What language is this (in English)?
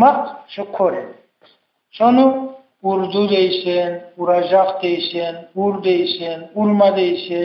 Kumyk